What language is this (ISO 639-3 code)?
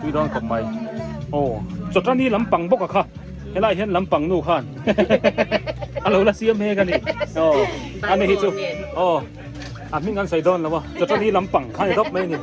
biu